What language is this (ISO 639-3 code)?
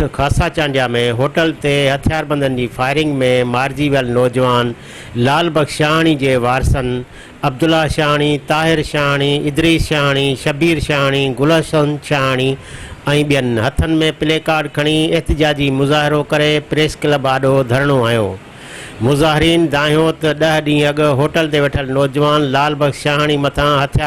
snd